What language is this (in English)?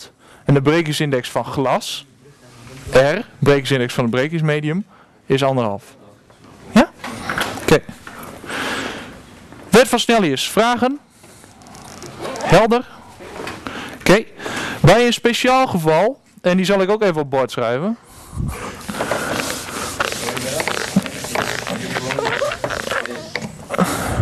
Dutch